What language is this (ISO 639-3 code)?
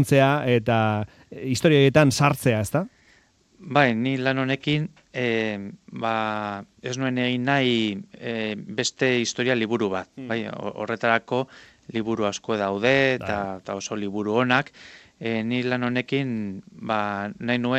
eus